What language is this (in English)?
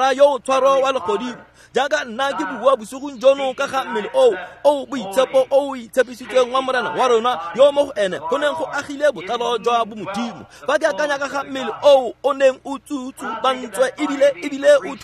Tswana